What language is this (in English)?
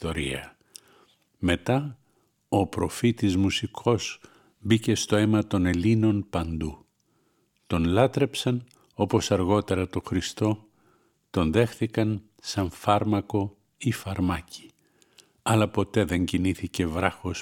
Greek